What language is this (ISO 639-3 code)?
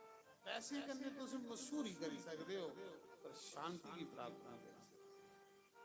doi